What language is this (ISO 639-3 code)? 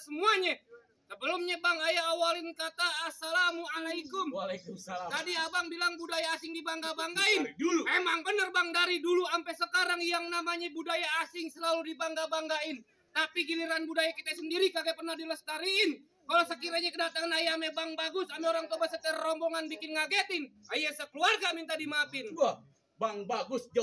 bew